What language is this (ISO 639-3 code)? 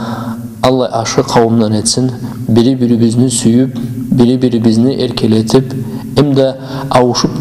krc